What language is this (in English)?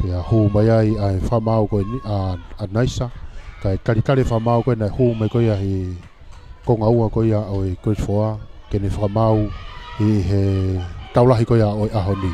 Tongan